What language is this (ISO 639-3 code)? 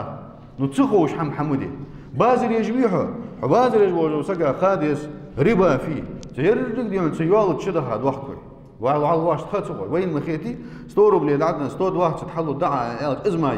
inh